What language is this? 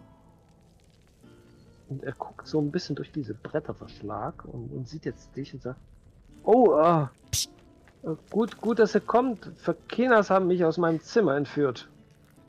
German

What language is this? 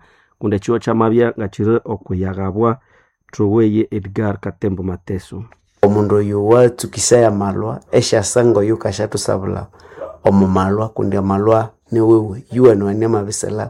Nande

